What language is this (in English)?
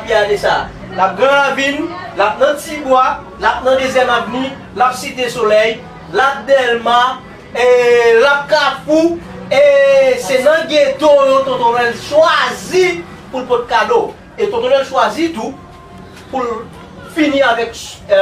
Haitian Creole